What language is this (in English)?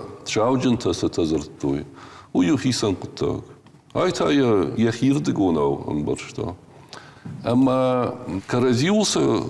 Ossetic